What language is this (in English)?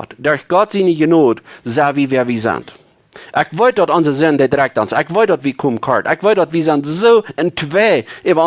Plautdietsch